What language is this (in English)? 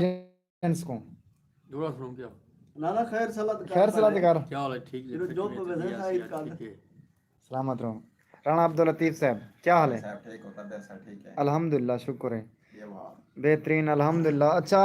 Saraiki